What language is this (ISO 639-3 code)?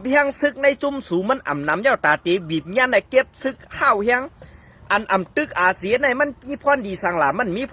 shn